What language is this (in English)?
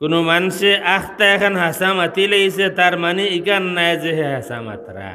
Sylheti